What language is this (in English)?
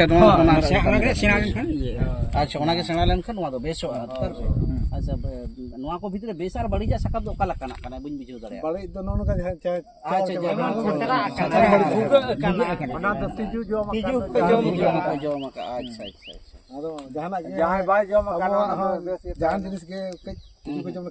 Santali